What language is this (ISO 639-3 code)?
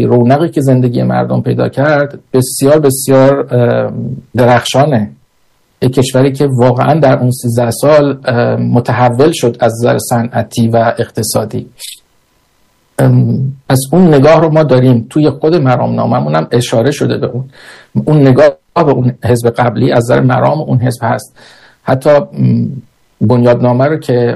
fas